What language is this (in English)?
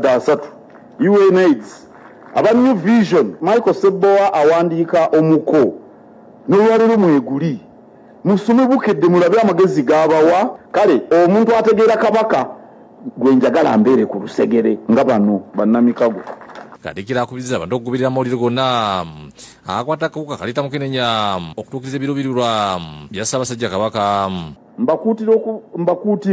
Ganda